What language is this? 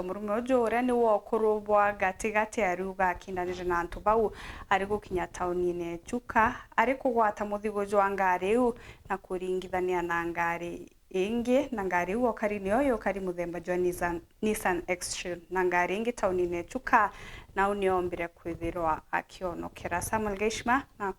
Meru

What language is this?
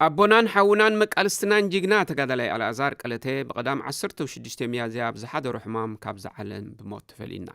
Tigrinya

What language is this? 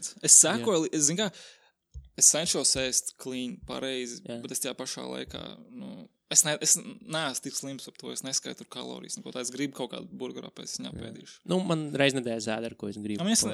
Latvian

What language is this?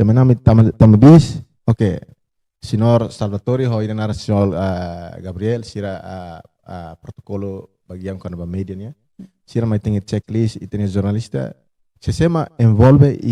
Tetum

